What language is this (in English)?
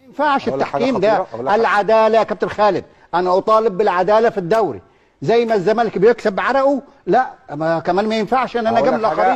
Egyptian Arabic